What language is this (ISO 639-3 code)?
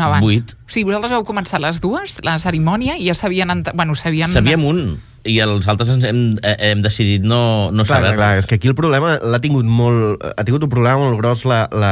cat